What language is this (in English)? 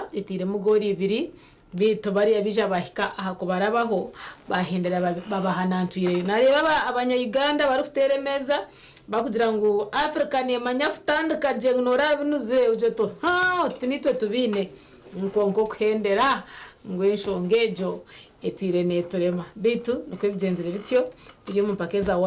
Nyankole